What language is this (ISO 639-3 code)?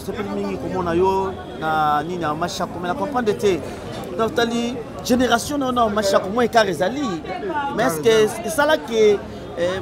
lin